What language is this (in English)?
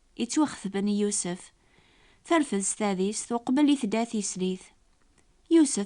Kabyle